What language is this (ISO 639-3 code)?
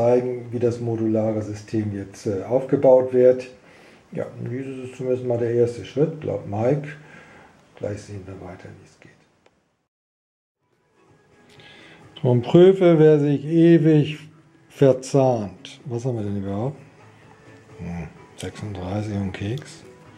deu